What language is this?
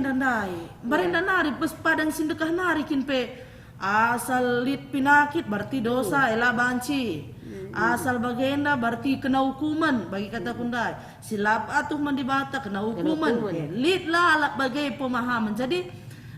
Batak Karo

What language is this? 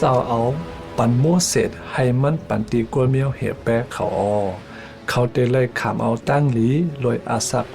Shan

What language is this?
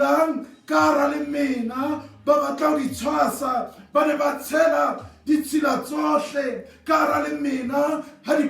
Southern Sotho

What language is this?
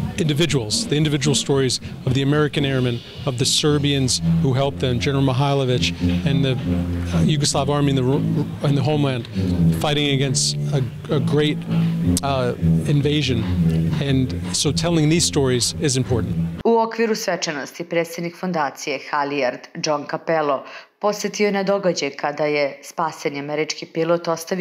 Serbian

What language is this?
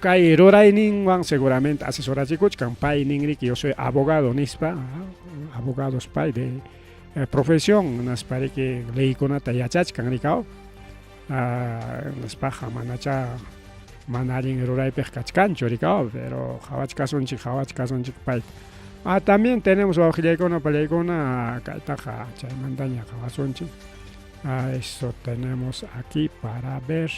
Ayacucho Quechua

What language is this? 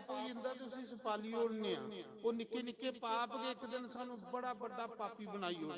Dogri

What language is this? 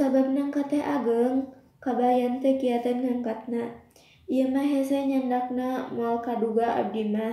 Sundanese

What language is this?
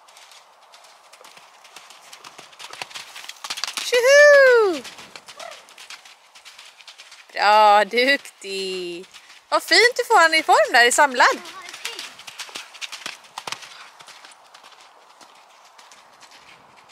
Swedish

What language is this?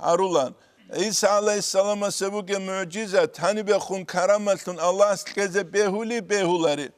Avaric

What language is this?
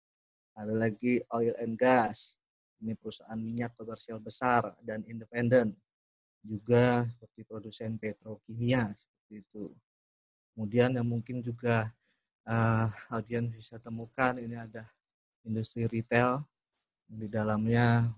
Indonesian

